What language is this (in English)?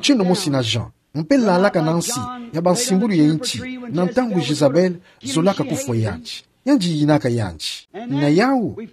Kituba (Democratic Republic of Congo)